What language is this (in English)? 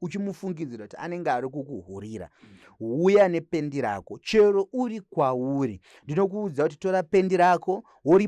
Shona